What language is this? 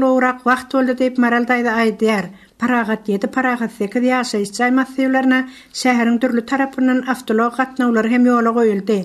Turkmen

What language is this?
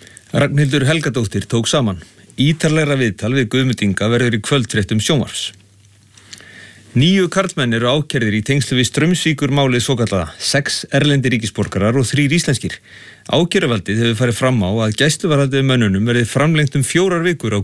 Icelandic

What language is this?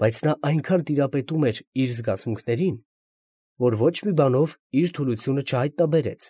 Armenian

